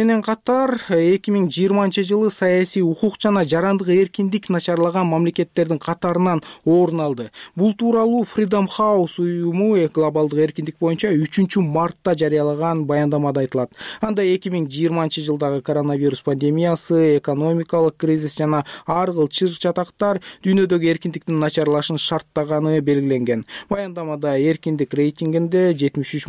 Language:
Kyrgyz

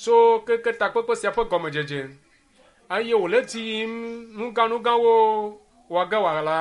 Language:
Ewe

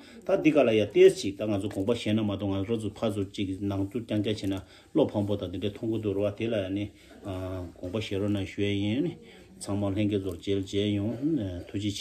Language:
Tibetan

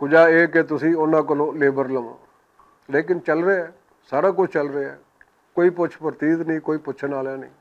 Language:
Western Panjabi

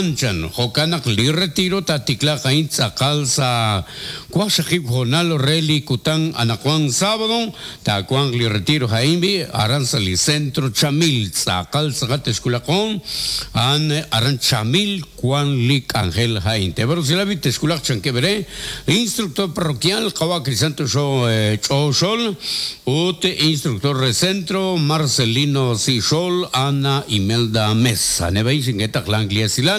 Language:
Kekchí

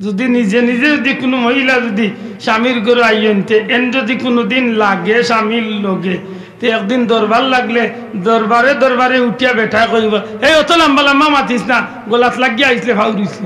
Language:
Sylheti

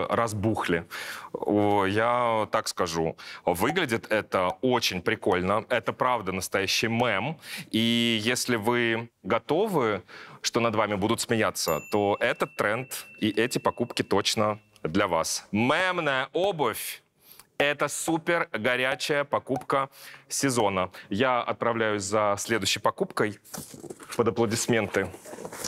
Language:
Russian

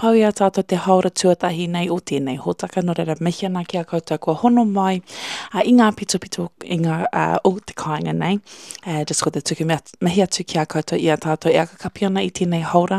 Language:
Māori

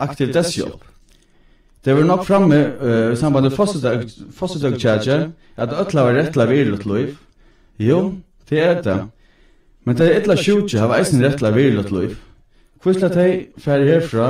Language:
Faroese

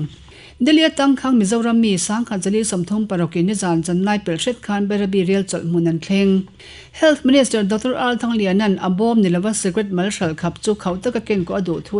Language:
Mizo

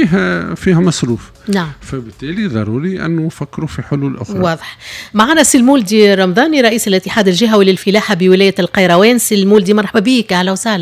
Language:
Tunisian Arabic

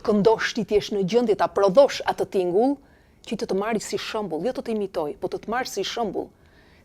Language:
Albanian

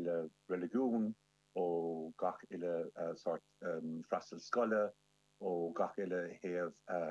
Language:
Irish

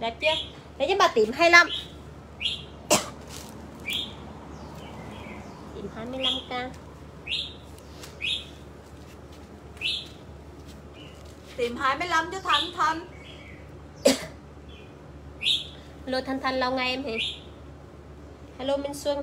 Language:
Vietnamese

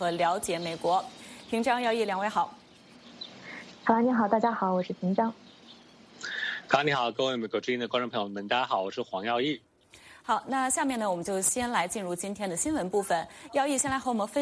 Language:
Chinese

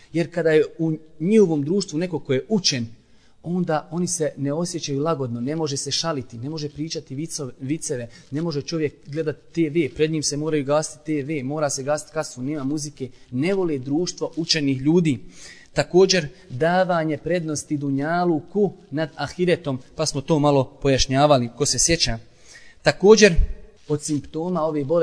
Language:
Bosnian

